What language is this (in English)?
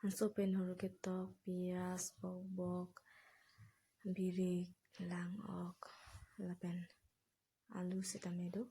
Karbi